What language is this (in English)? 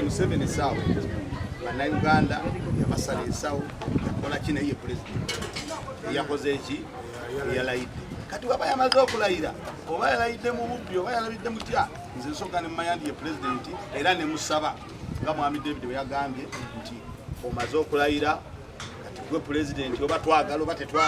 Ganda